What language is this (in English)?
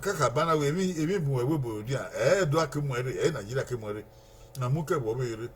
Bini